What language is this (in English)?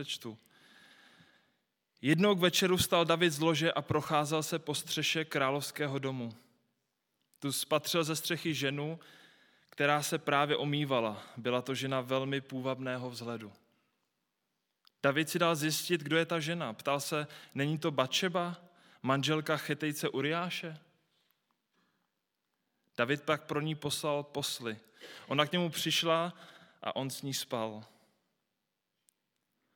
Czech